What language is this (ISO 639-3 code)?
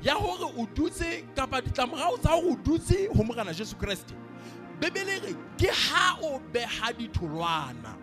sot